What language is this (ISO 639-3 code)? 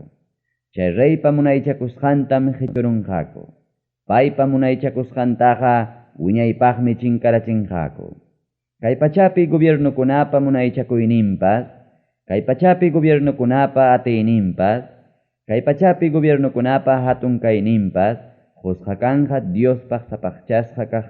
quy